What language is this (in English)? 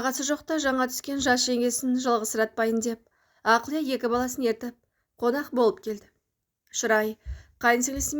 Kazakh